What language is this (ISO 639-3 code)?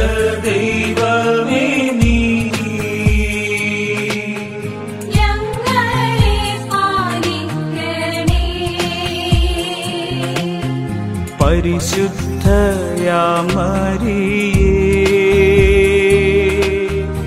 mal